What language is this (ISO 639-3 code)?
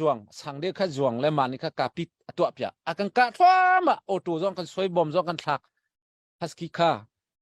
cnh